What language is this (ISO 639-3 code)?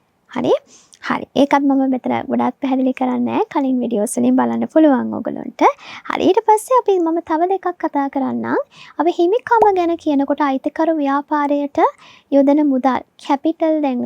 sin